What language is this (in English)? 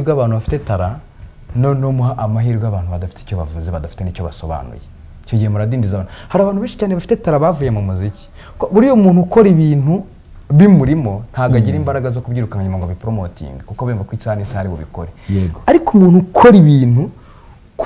Kinyarwanda